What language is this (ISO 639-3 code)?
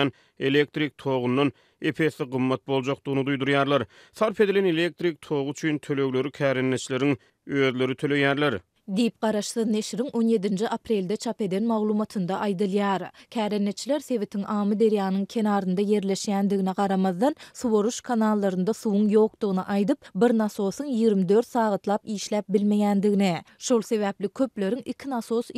tuk